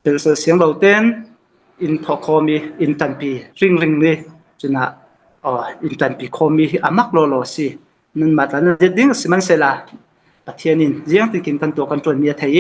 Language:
Falam Chin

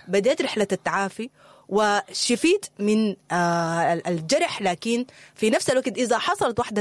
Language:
Sudanese Arabic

